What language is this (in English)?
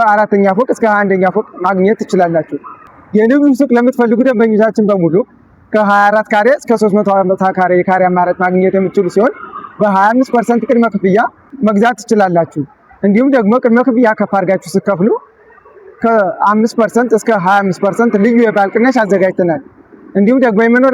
Amharic